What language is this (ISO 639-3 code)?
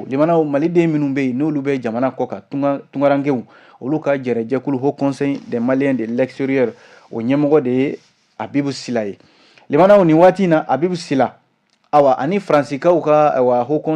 bam